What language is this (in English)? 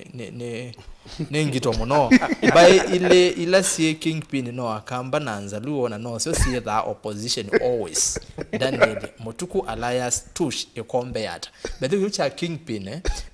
Kamba